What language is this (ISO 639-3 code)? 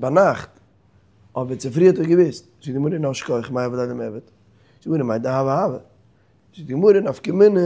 yid